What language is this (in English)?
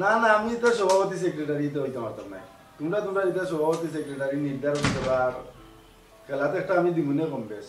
Sylheti